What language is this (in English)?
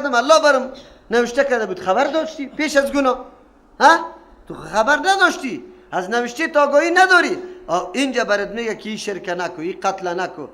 Persian